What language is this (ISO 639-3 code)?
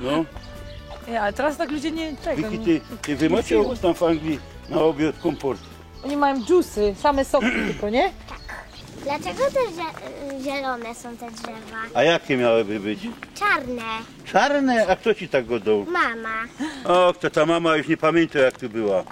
szl